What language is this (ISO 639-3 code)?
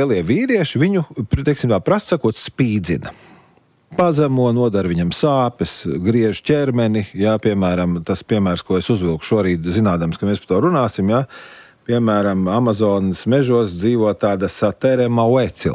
lav